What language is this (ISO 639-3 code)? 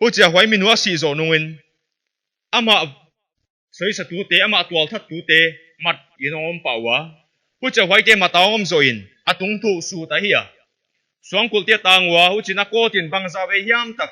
pck